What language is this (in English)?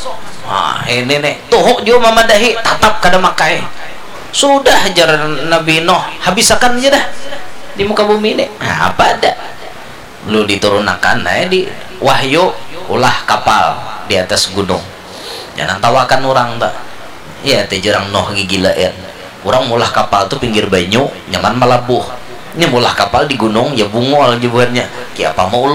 Banjar